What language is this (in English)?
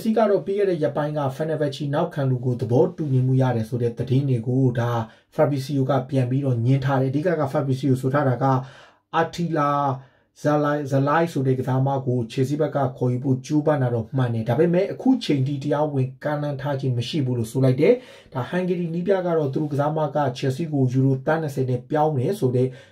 Burmese